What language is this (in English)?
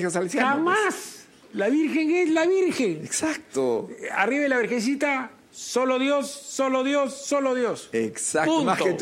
Spanish